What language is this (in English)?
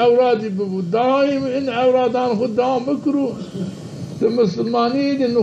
Zaza